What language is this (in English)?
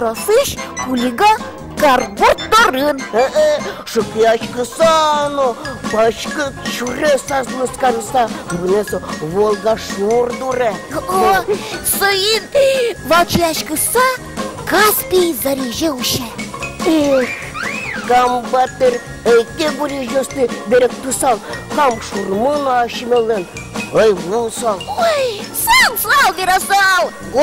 Udmurt